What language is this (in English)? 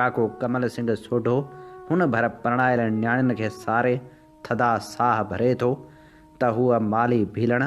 Sindhi